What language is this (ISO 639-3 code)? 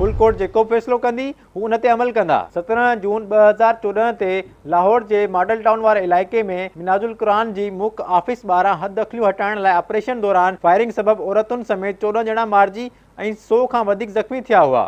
snd